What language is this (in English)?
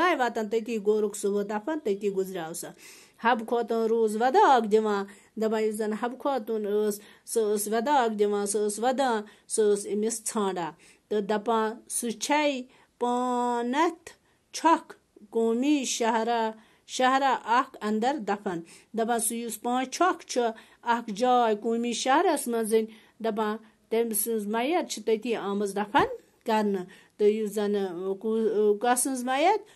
Kashmiri